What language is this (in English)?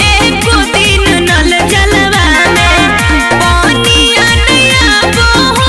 Magahi